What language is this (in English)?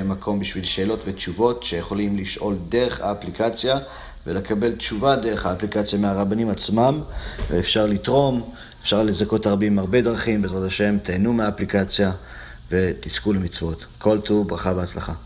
Hebrew